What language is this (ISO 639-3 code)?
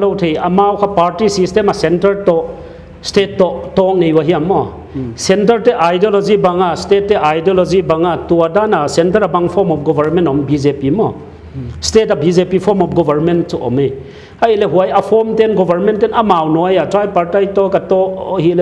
pck